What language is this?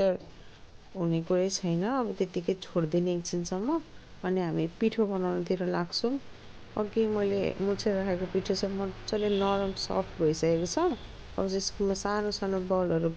Nepali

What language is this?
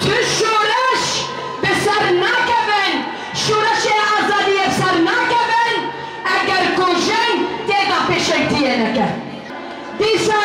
Kurdish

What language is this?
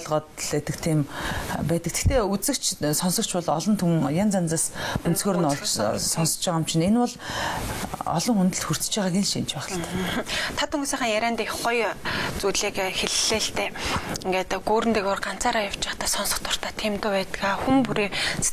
Mongolian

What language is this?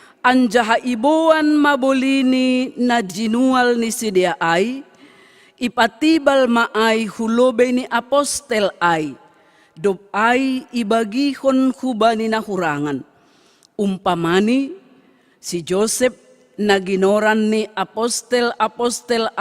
Batak Simalungun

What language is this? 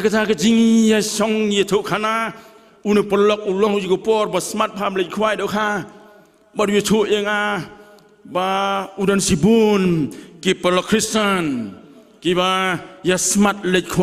Khasi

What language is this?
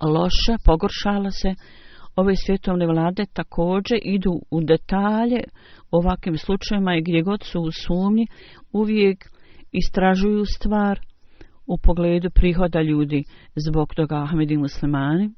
Bosnian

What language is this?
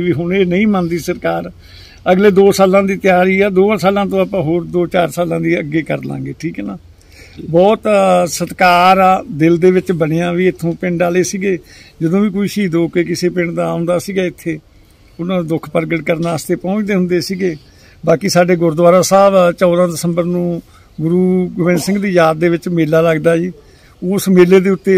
Punjabi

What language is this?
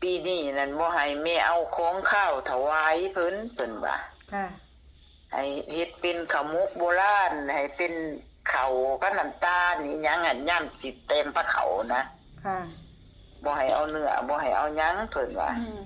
Northeastern Thai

